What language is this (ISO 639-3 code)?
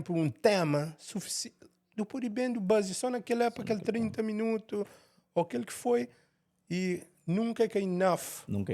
kea